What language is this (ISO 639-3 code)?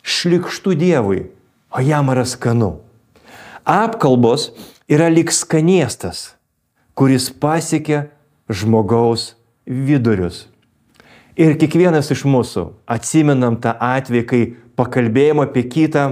lit